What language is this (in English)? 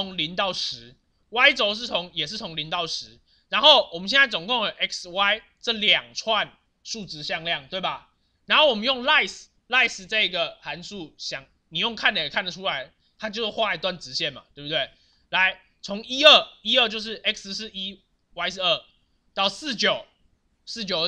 Chinese